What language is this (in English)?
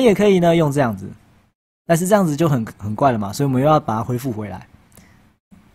Chinese